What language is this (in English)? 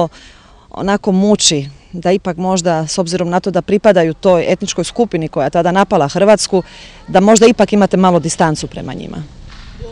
Croatian